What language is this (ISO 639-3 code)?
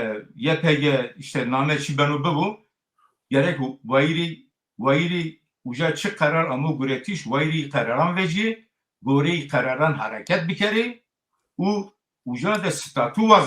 zza